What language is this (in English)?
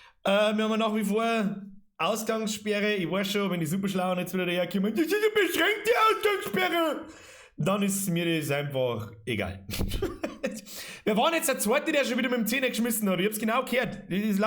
Bavarian